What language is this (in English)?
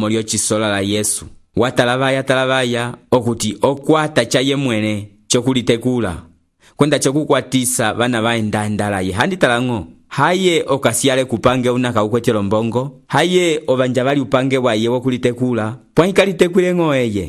Umbundu